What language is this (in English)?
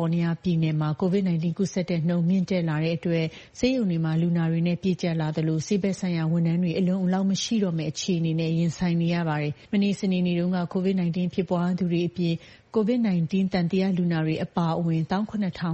Burmese